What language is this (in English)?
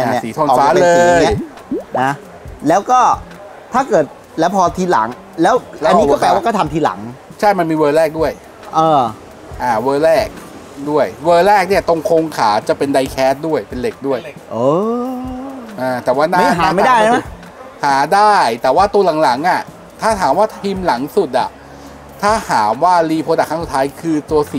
Thai